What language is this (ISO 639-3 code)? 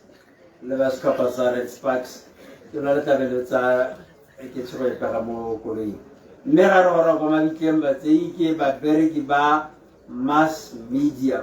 tsn